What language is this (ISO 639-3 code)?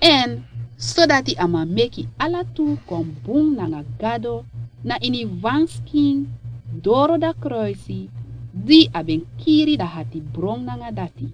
srn